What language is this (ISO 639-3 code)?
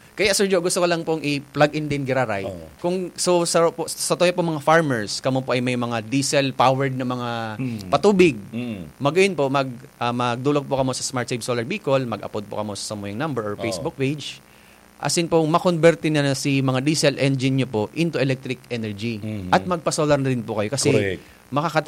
bik